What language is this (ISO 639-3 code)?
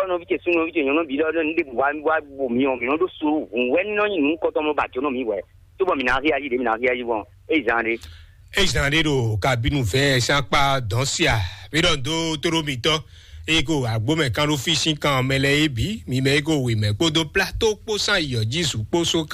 fon